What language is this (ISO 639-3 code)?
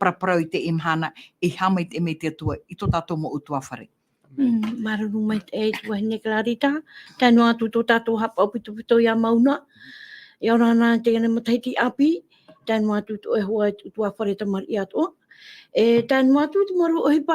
tah